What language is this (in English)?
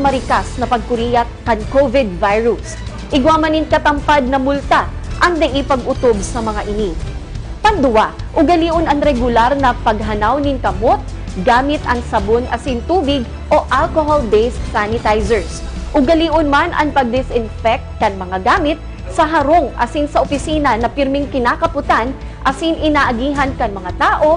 Bikol